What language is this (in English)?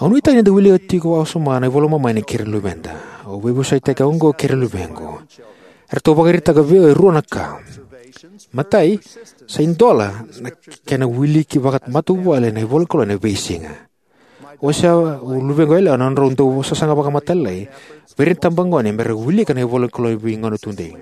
Fijian